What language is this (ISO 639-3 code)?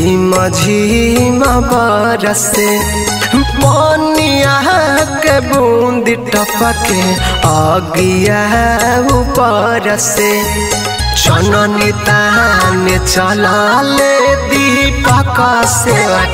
bho